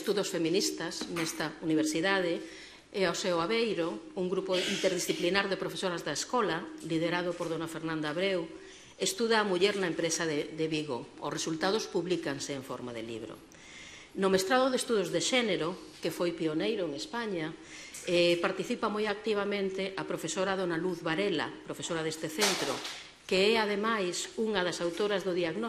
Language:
Galician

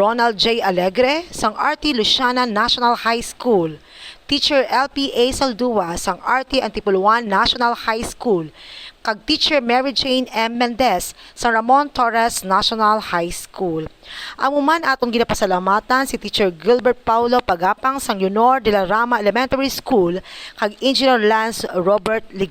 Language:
Hiligaynon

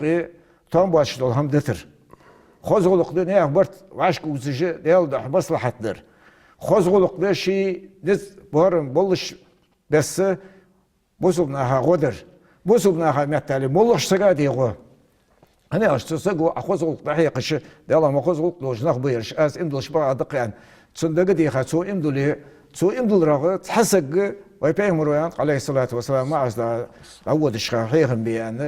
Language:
Ingush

